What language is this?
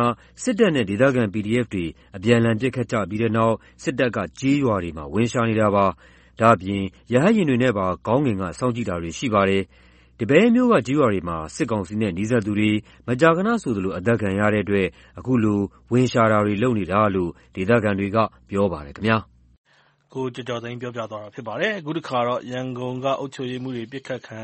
Burmese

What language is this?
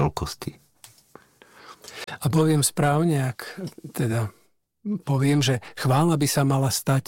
Slovak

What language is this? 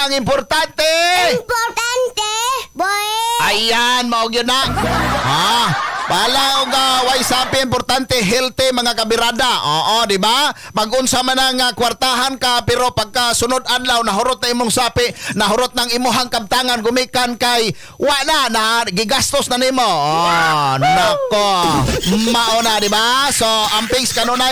Cebuano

